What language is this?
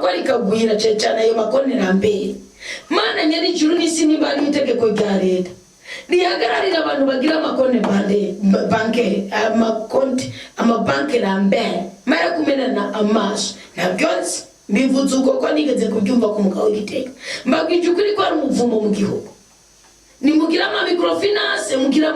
Rundi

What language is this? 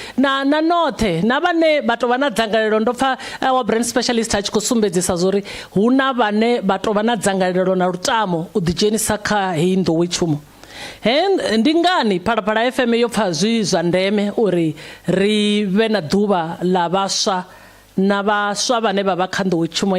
Venda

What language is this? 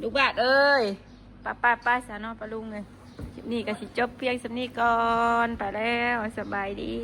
Northeastern Thai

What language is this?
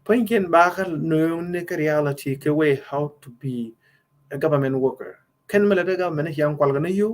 Nuer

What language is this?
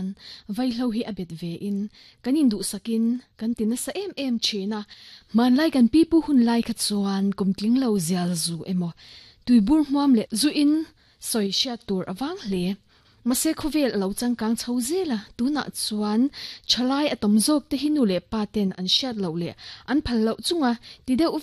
Mizo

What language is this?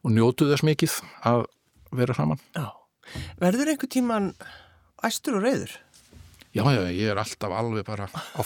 Icelandic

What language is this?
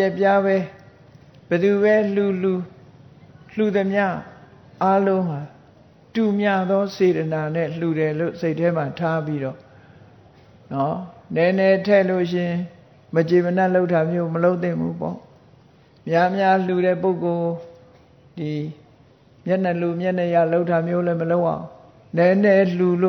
Burmese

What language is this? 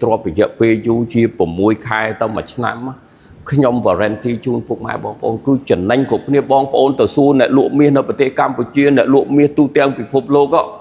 Khmer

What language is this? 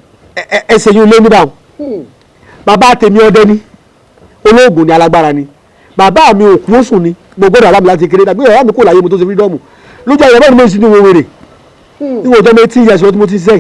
Yoruba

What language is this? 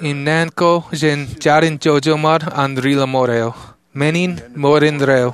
Marshallese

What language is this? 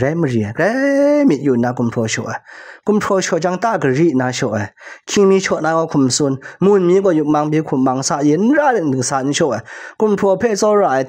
Kachin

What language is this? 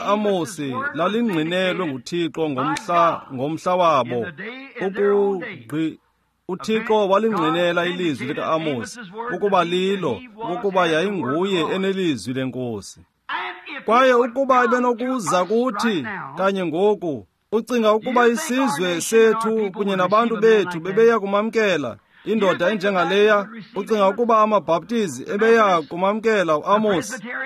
Xhosa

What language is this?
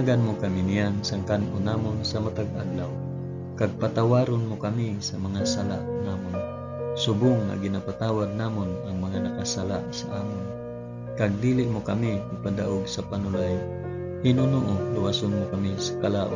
Hiligaynon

